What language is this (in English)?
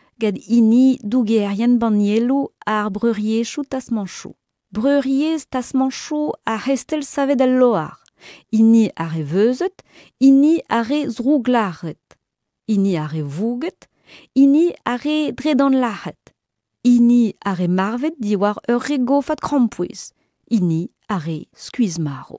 Breton